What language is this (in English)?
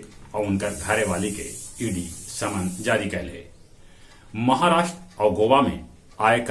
Magahi